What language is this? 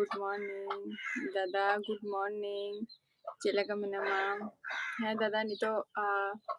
Santali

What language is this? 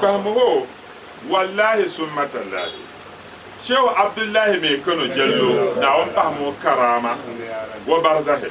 Dagbani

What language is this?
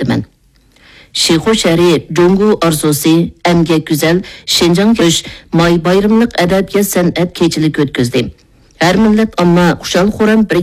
Uyghur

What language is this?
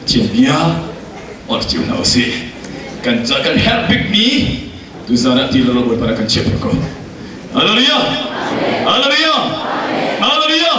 Hakha Chin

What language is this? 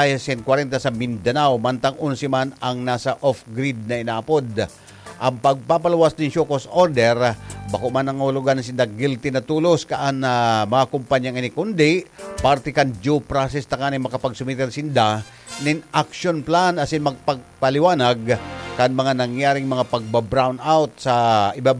Bikol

